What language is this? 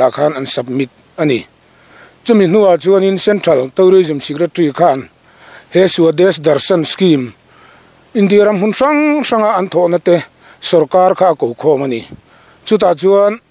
Mizo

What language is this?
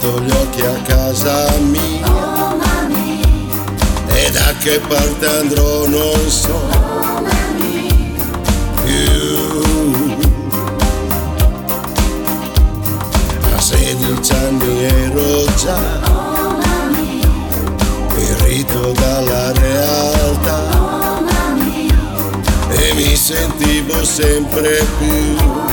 Italian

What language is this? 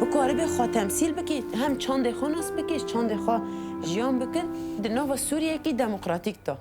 Kurdish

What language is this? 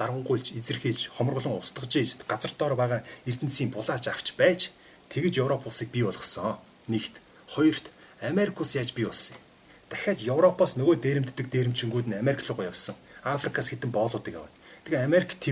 Mongolian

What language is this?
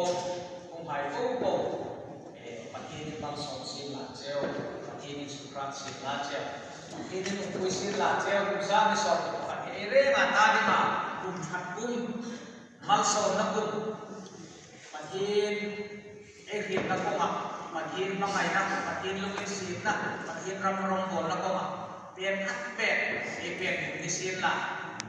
Hmar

